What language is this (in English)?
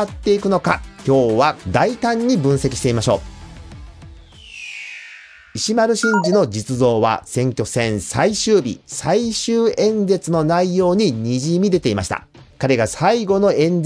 Japanese